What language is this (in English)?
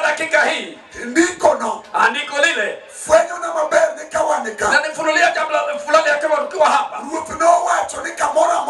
Luo (Kenya and Tanzania)